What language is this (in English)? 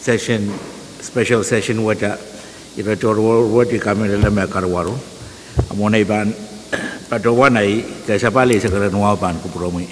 Pohnpeian